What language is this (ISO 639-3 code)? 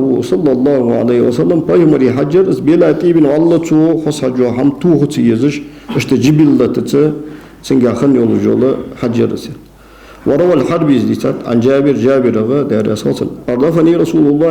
inh